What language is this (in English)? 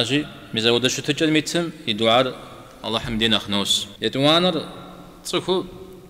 Kabardian